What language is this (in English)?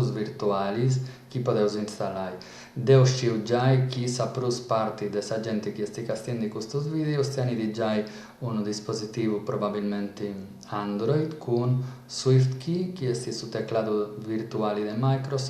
Sardinian